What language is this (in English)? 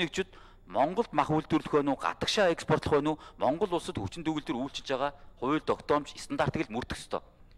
Mongolian